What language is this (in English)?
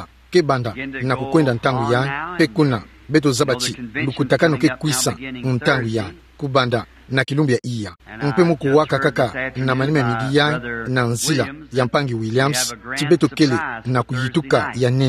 Kituba (Democratic Republic of Congo)